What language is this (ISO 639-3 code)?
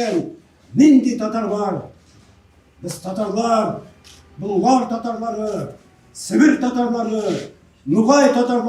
tat